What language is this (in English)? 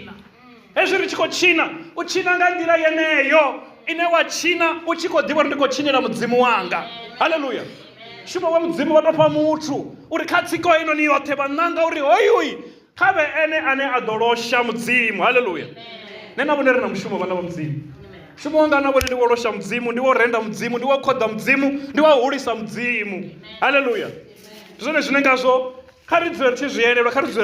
Venda